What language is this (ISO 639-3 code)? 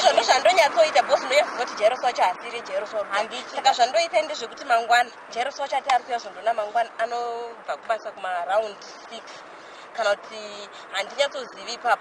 sna